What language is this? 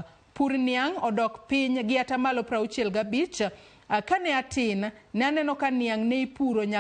Luo (Kenya and Tanzania)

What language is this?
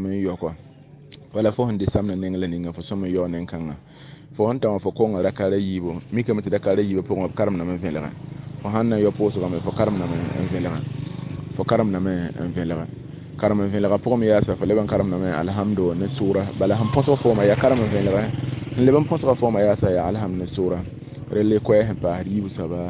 Mossi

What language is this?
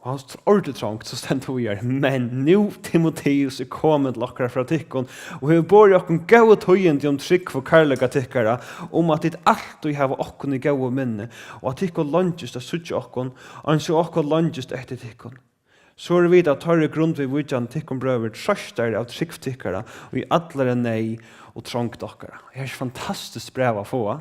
Faroese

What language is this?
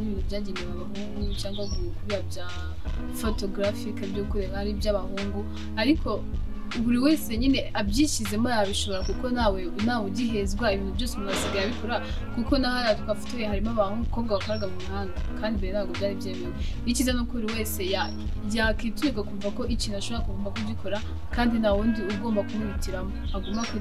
Kinyarwanda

